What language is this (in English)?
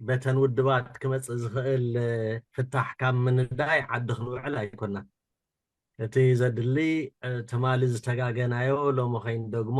Tigrinya